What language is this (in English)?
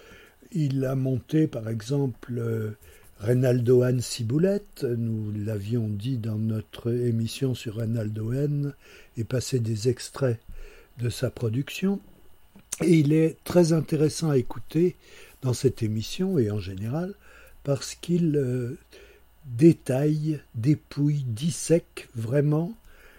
French